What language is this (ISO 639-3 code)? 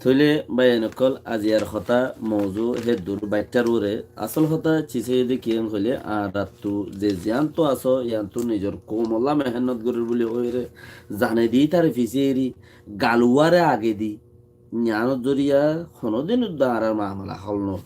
rhg